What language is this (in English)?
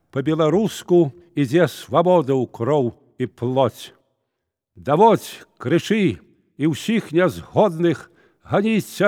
Belarusian